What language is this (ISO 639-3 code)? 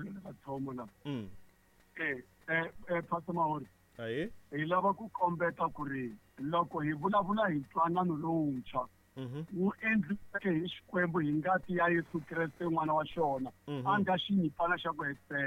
tso